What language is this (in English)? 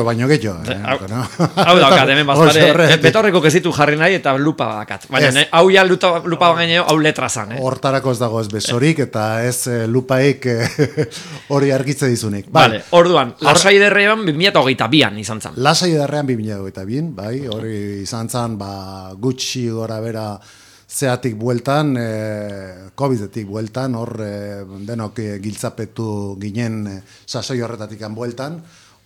Basque